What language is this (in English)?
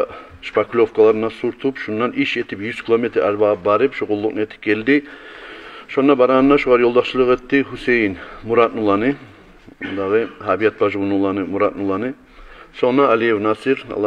Kumyk